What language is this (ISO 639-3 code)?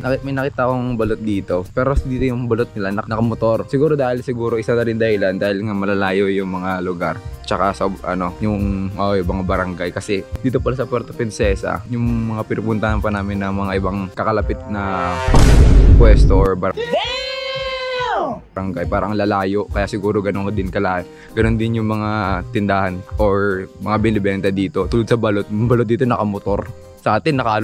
fil